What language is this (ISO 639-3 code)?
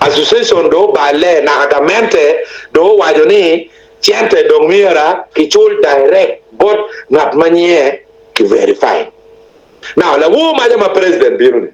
ach